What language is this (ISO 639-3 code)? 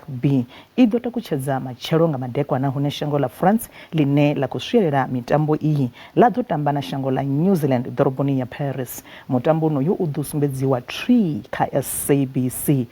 ven